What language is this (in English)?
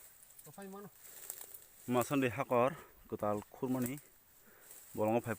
Kok Borok